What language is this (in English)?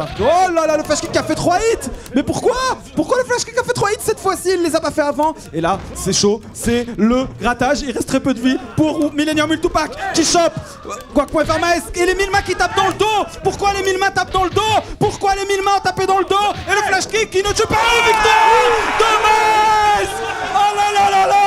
French